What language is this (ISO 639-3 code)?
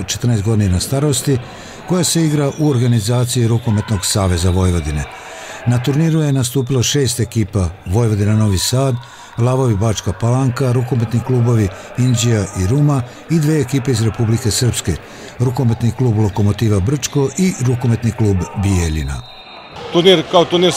srp